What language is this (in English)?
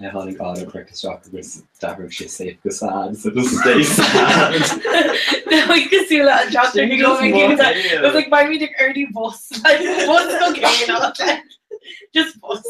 Irish